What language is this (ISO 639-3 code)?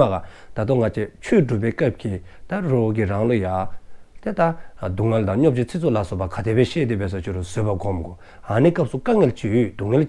dzo